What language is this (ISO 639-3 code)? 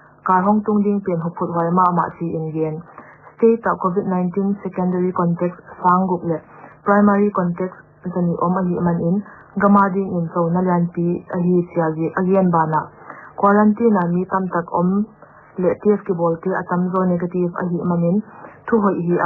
pck